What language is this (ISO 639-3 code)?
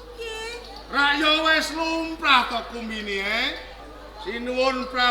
jav